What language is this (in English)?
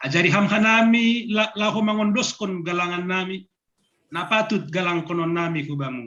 Batak Simalungun